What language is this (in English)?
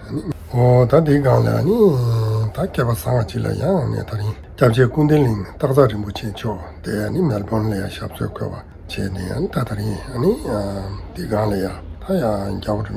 Tibetan